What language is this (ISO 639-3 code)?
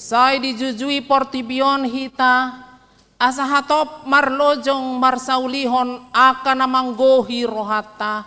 bbc